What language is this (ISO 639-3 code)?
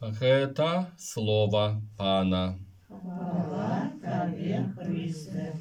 bel